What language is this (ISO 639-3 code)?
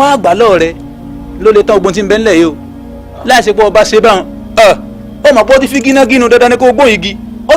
yor